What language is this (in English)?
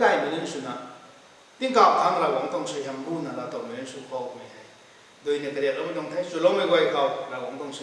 Rongmei Naga